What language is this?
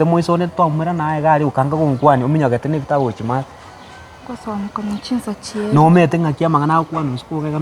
Gusii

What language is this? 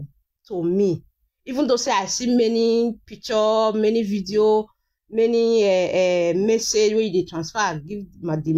Nigerian Pidgin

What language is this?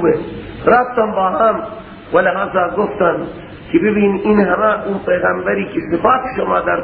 Persian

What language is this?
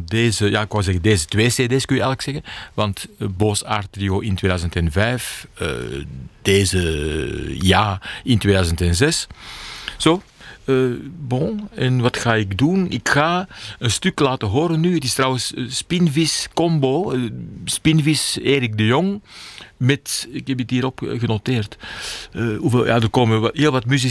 Dutch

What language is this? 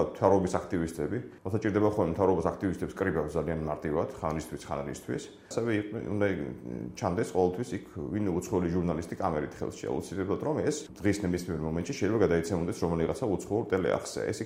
Georgian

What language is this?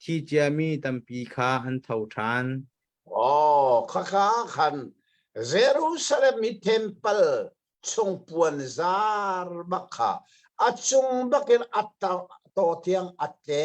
Hakha Chin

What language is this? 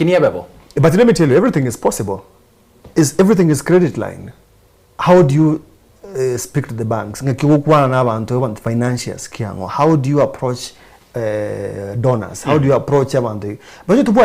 Gusii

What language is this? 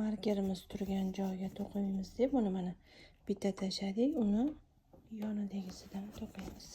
Uzbek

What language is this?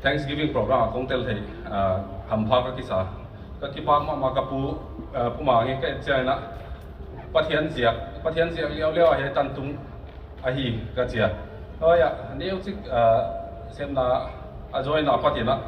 Tedim Chin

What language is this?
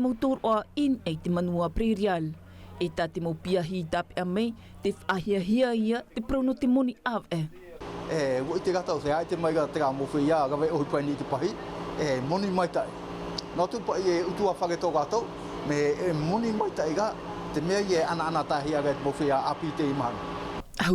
Tahitian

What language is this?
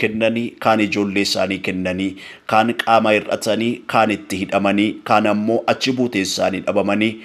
Oromo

